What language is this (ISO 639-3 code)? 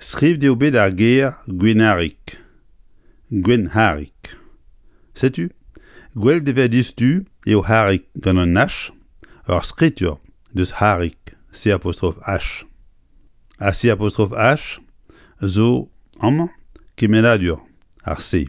bre